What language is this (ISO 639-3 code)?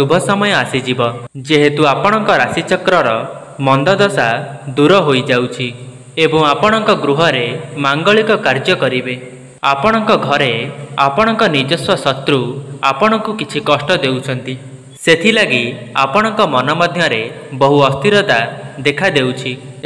ori